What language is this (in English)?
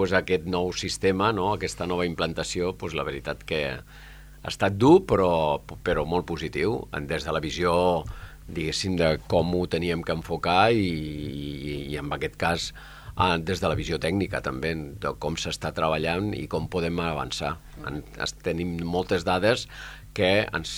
Catalan